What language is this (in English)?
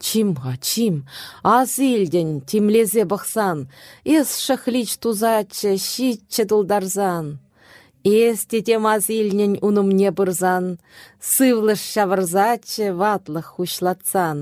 Chuvash